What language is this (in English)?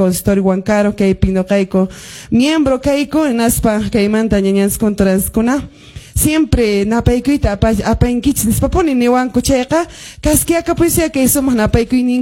Quechua